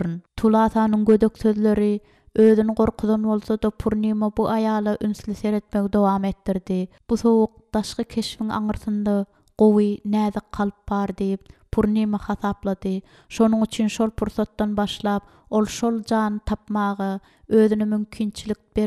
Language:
Turkmen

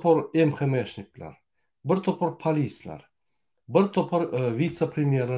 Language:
Turkmen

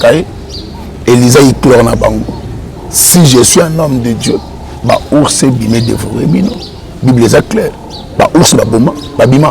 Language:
Lingala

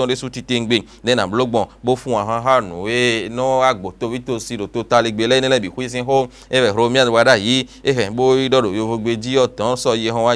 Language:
Fon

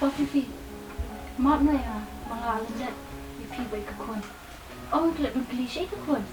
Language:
Khasi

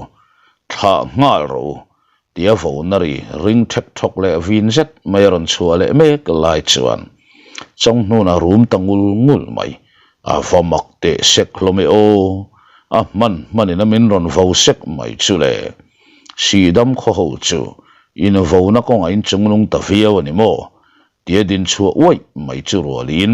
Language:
Mizo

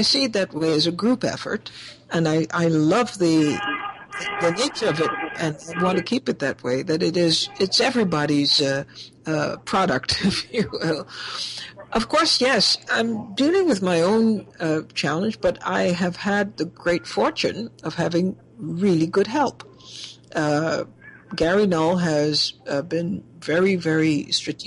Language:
English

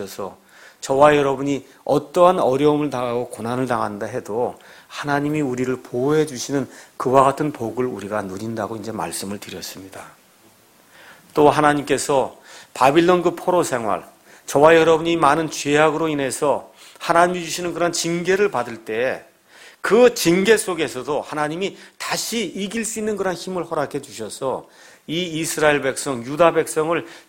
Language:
Korean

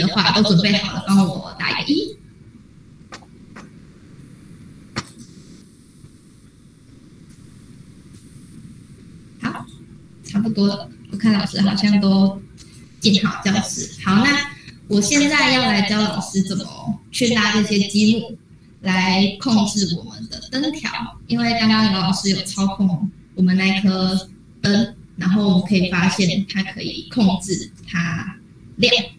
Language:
Chinese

